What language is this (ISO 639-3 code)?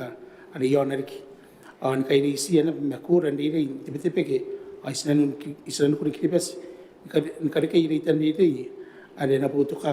gil